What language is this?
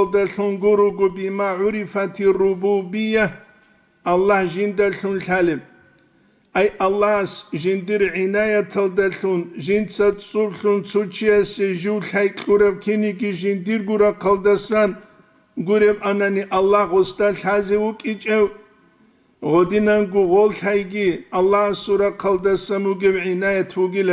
Avaric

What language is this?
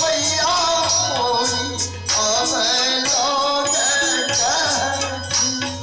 Maithili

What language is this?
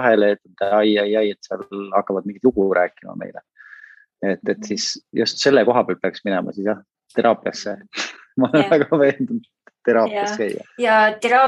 Estonian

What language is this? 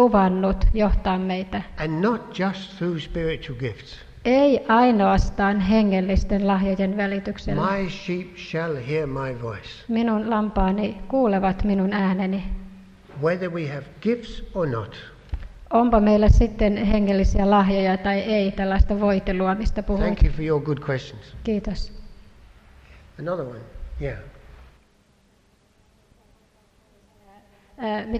Finnish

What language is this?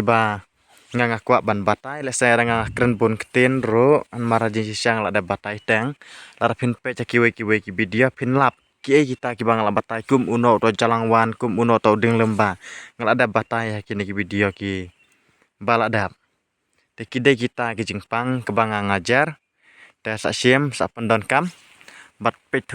Khasi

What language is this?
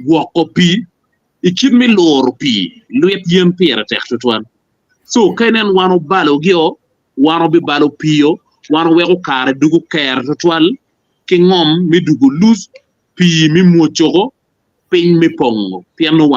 Acoli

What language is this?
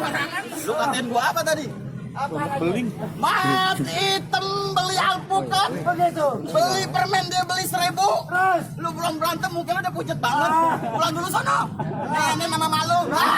Betawi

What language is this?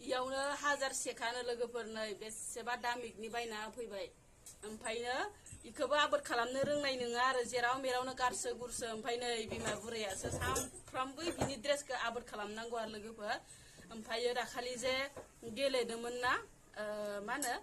Bodo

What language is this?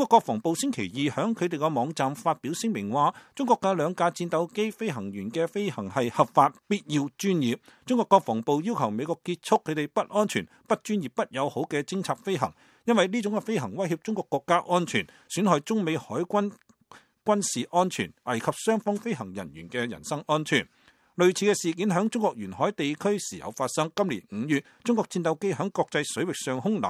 Cantonese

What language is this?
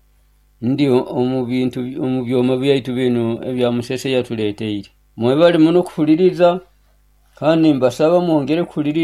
Nyoro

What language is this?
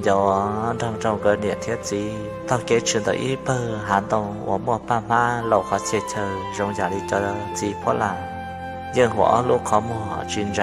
Hmong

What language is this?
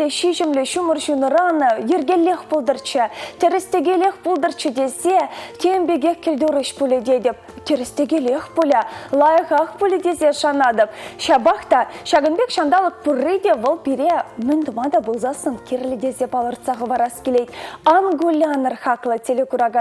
Chuvash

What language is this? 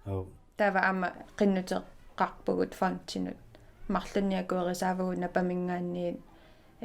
Kalaallisut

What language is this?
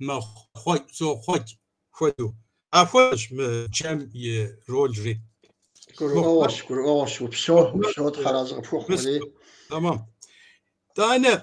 Kabardian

